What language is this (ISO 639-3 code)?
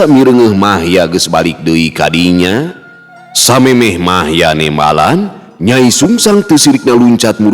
sun